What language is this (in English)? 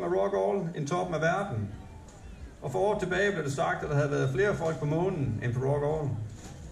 Danish